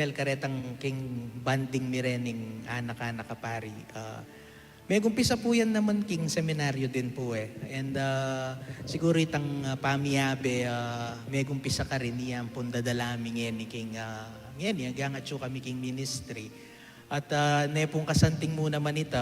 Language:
Pampanga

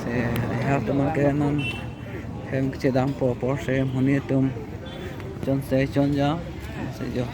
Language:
Karbi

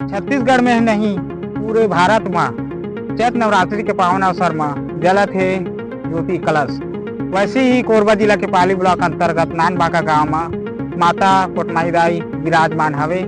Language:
Chhattisgarhi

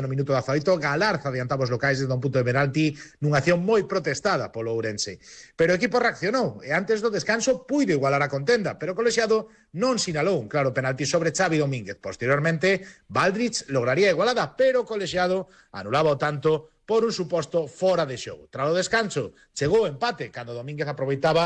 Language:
Galician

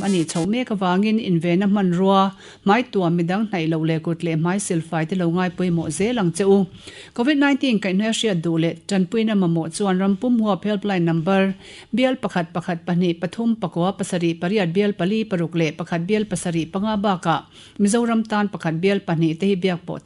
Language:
Mizo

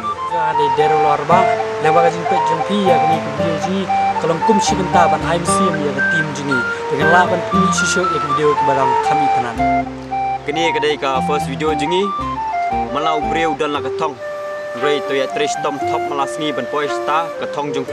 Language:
Khasi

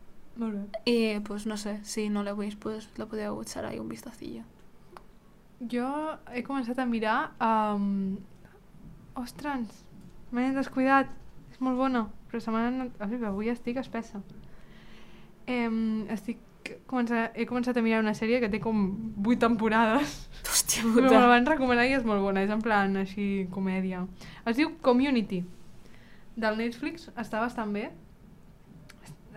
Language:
Catalan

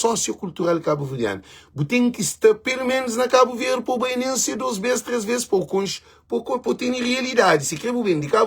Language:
Kabuverdianu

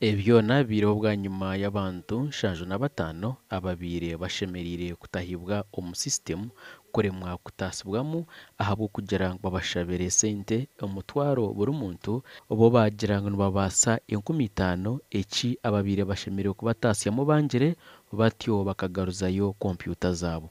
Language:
Nyankole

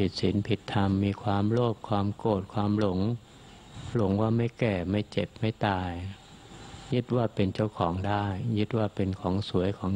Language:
Thai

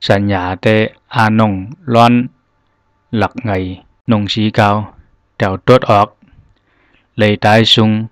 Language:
Zhuang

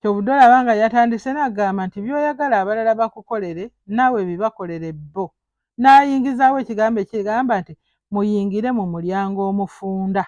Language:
Ganda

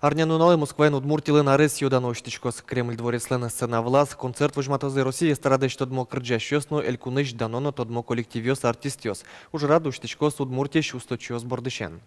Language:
Udmurt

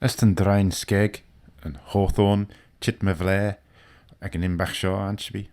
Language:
Manx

